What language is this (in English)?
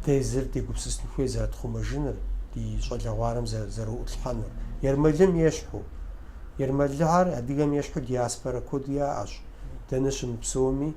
Kabardian